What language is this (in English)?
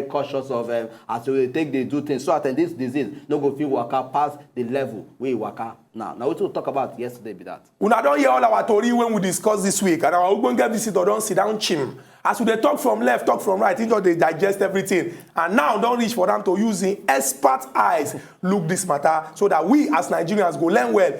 Nigerian Pidgin